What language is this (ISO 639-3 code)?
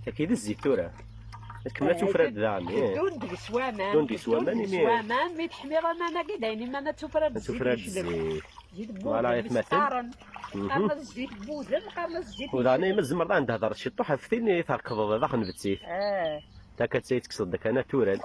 kab